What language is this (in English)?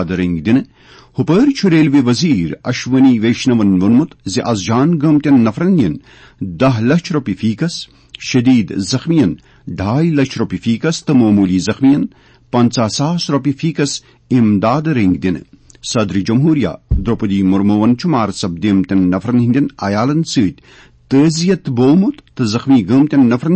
Kashmiri